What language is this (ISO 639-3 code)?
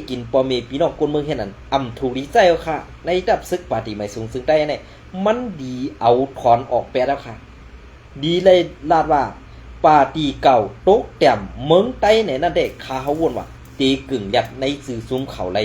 shn